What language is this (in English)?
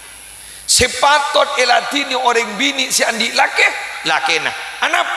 Madurese